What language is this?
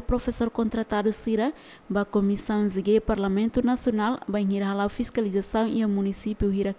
Tetum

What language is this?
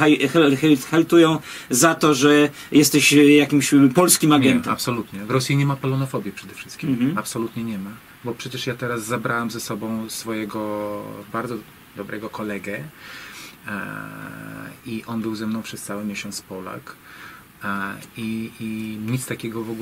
Polish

